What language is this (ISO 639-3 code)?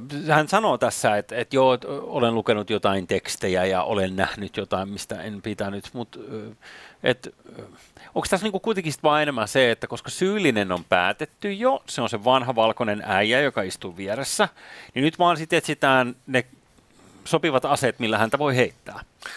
fin